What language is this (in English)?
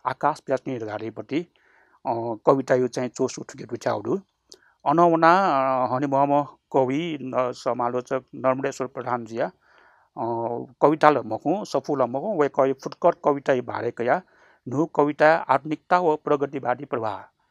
Newari